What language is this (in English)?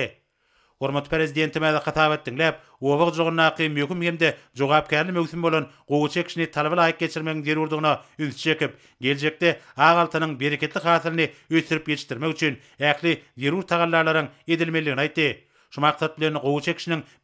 Turkmen